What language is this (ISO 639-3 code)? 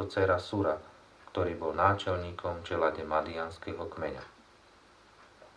slk